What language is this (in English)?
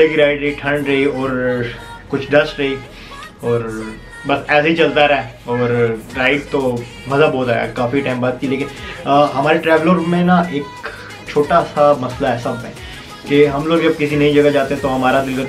Hindi